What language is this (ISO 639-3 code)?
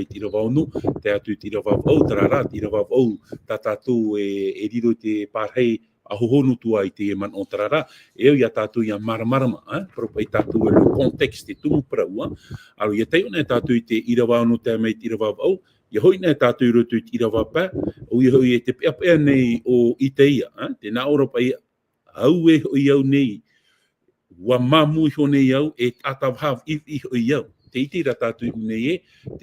tah